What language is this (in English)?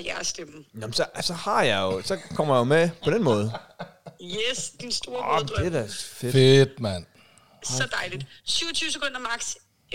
Danish